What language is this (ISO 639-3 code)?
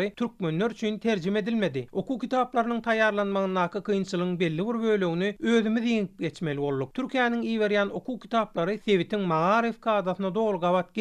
tuk